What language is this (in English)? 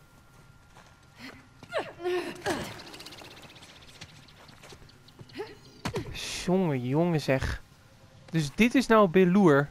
Dutch